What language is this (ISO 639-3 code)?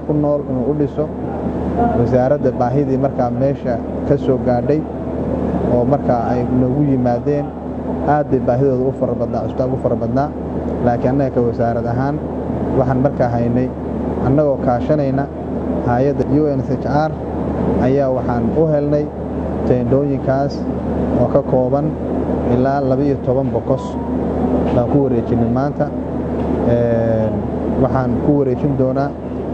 som